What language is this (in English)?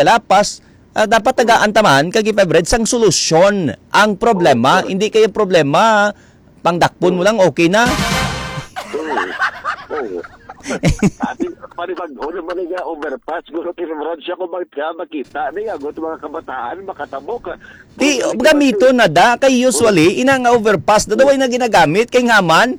Hiligaynon